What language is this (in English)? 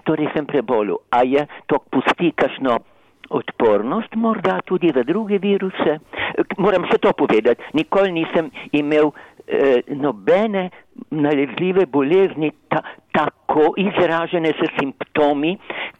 Slovenian